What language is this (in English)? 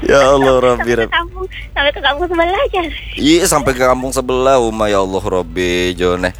Banjar